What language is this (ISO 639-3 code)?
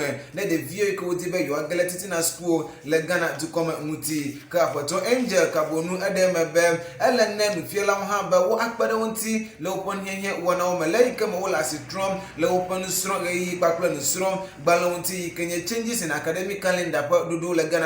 ewe